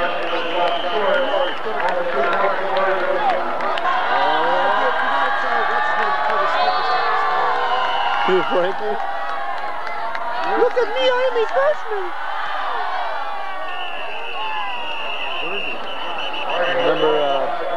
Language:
English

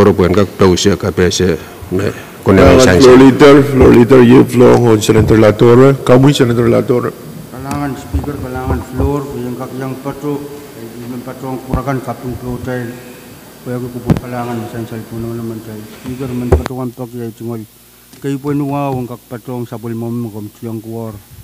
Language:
Pohnpeian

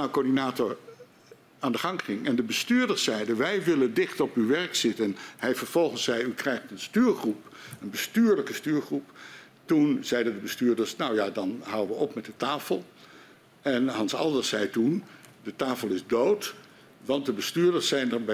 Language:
Dutch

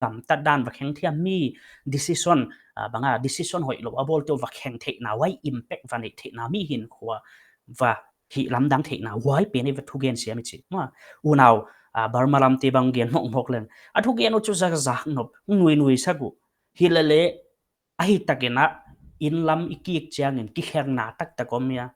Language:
Paite Chin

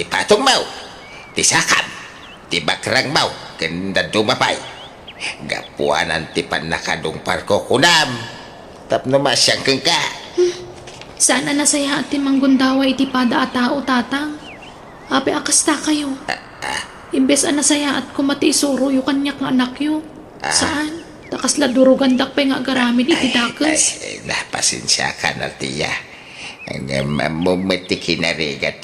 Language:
Iloko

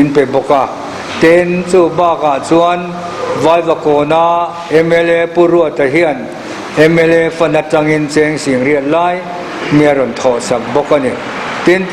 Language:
Mizo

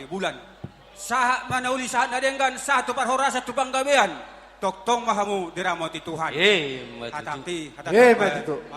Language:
Batak Toba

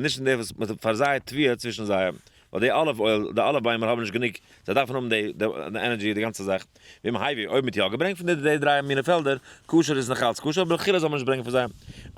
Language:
Yiddish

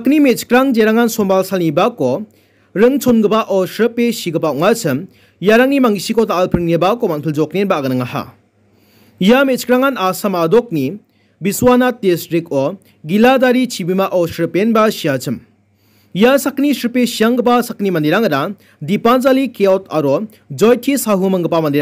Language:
Garo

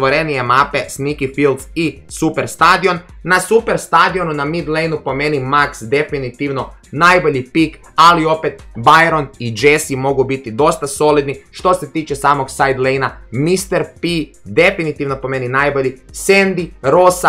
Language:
Croatian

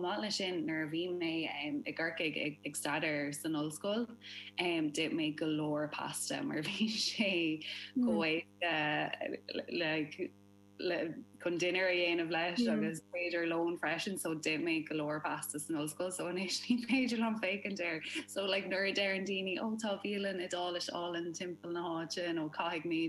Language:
Irish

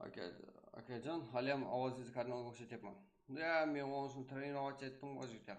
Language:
Kara-Kalpak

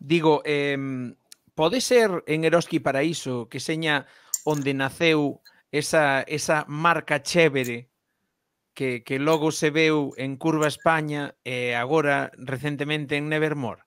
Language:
Galician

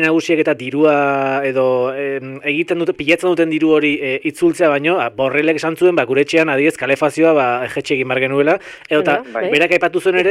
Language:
Basque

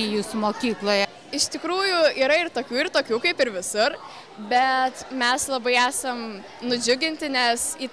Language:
Lithuanian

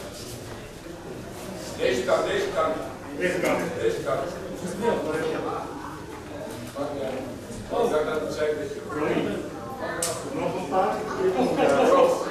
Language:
Dutch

